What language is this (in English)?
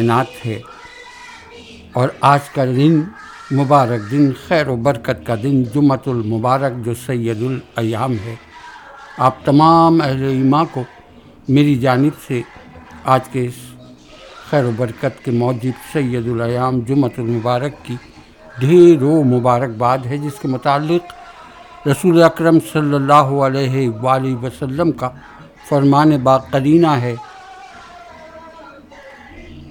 Urdu